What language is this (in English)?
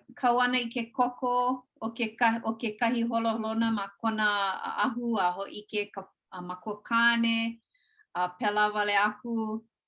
Hawaiian